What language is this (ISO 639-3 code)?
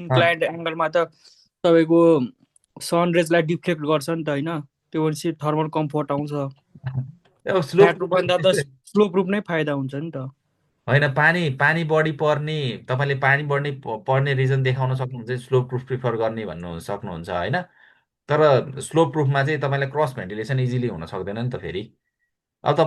nep